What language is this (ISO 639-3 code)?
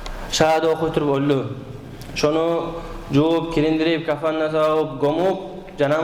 kum